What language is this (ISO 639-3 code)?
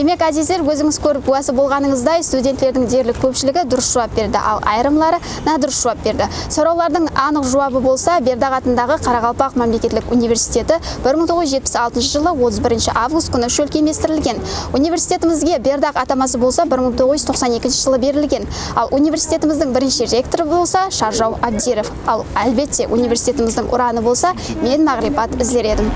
kaa